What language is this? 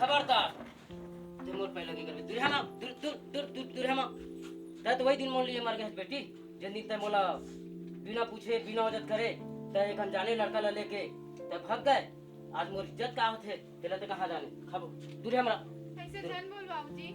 Chhattisgarhi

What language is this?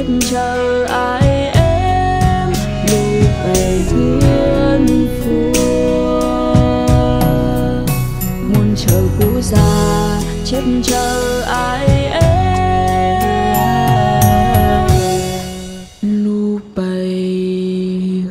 Vietnamese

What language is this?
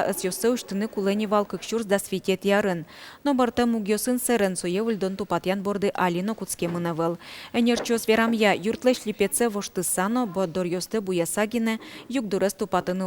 Udmurt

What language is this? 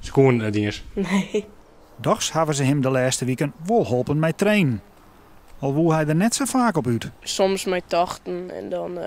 Western Frisian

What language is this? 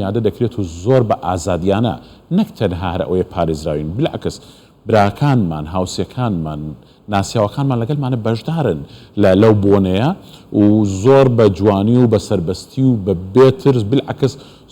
Central Kurdish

